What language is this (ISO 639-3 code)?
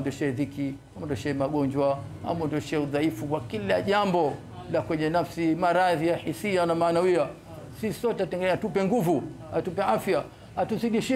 swa